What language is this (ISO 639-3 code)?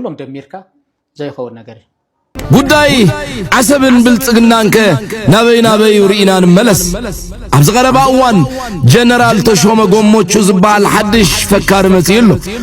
tir